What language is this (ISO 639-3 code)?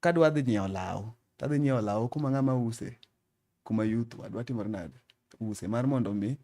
luo